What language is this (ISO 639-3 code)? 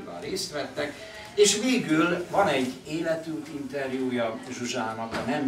hun